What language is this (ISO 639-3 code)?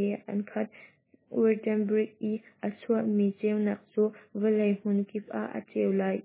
cnh